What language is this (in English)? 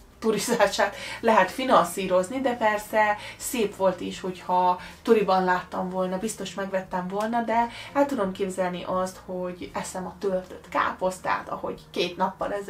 Hungarian